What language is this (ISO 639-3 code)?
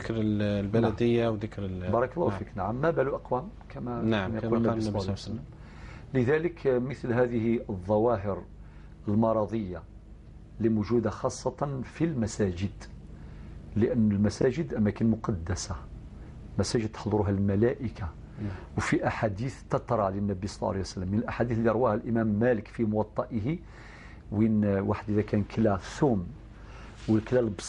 arq